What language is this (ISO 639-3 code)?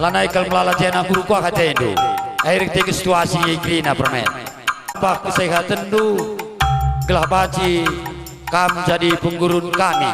btx